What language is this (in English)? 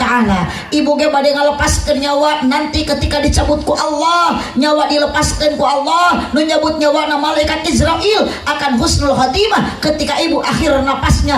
Sundanese